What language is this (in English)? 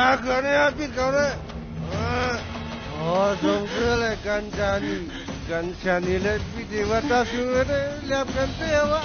Shan